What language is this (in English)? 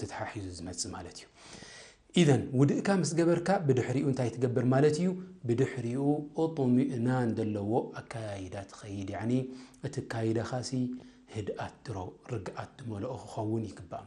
Tigrinya